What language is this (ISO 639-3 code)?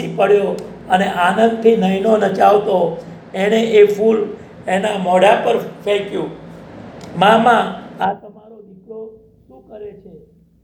guj